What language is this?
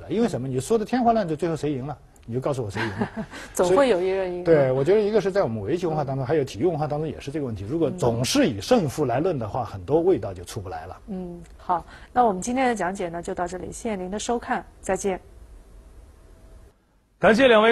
Chinese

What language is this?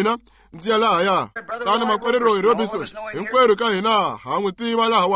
Tsonga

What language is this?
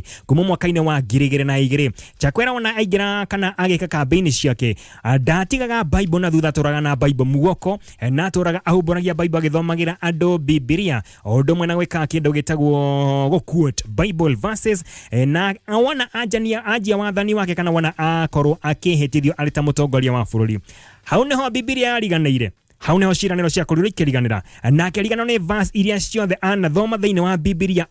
Kikuyu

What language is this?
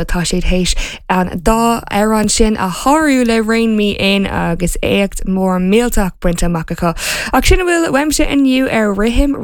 Irish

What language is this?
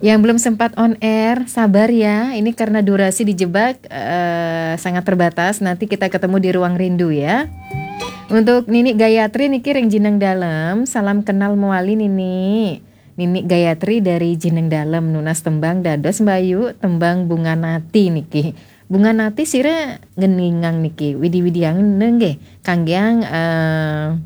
Balinese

